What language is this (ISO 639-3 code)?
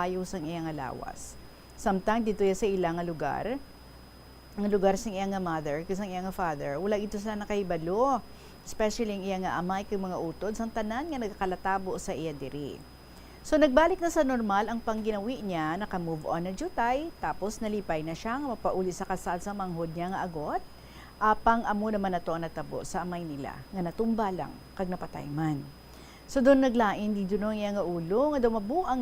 hil